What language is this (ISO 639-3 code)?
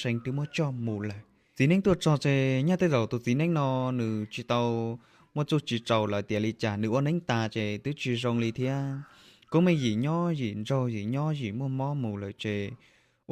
hmn